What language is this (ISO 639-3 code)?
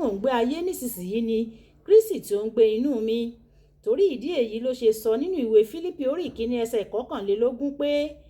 yor